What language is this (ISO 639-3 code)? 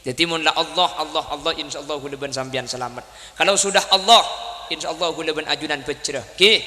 mad